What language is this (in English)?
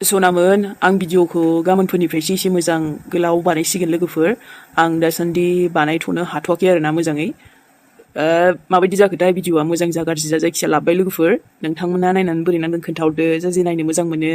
Bodo